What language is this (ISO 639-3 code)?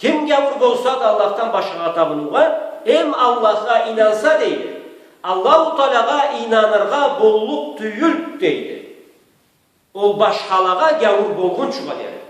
krc